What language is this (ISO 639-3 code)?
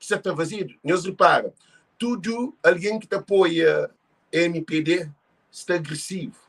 kea